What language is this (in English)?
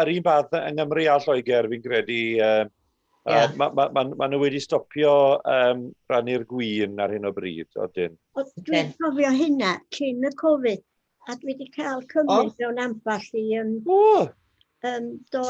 Welsh